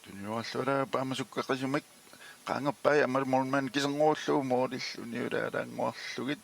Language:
Kalaallisut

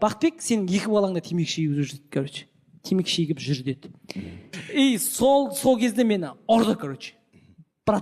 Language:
Kazakh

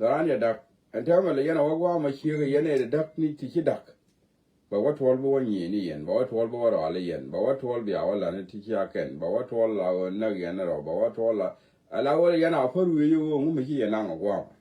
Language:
Nuer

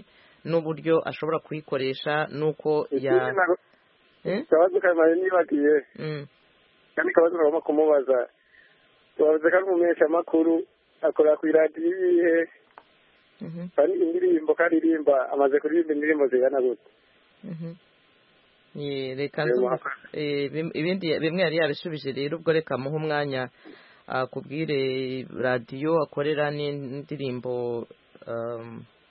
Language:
Kinyarwanda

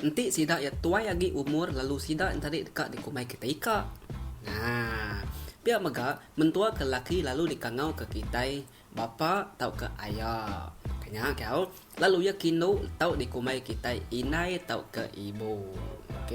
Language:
Iban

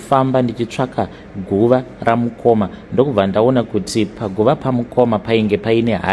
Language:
Shona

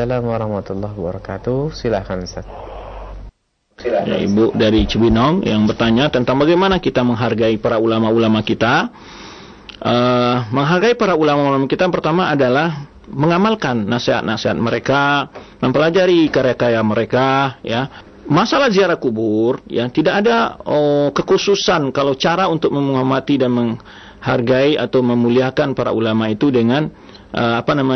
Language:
Indonesian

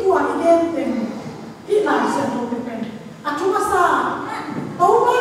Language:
Tedim Chin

